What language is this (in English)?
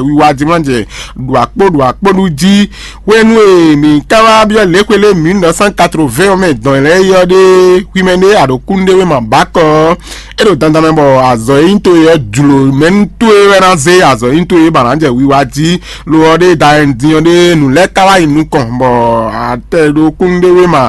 Fon